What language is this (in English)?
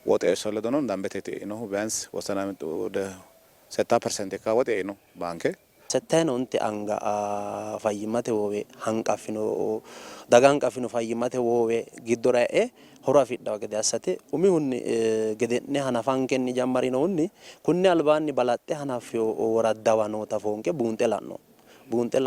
Sidamo